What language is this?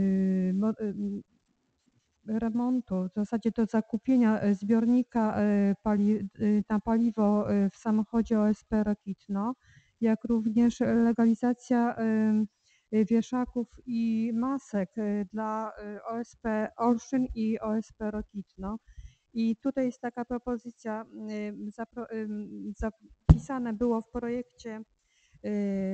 Polish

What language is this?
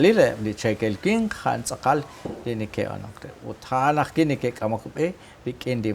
Kekchí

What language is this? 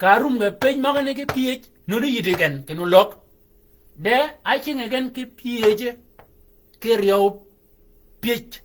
Shilluk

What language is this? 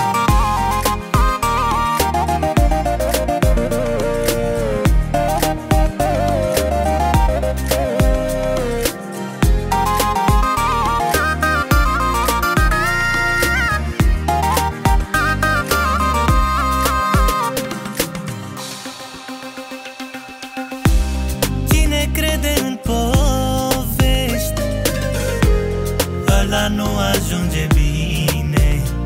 Romanian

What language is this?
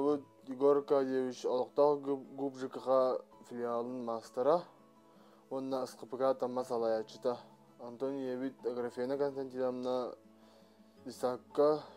Yakut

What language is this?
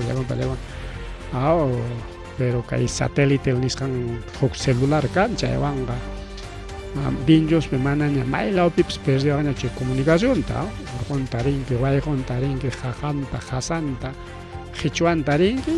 Ayacucho Quechua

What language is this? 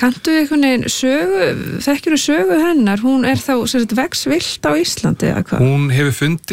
Icelandic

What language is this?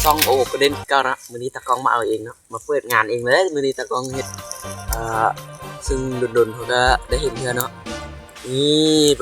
Lao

